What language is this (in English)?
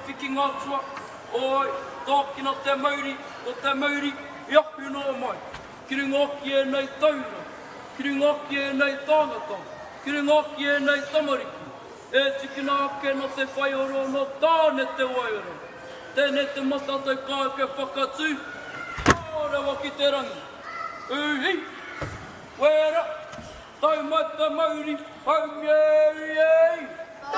Māori